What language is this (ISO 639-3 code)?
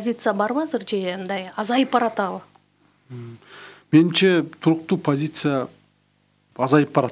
kir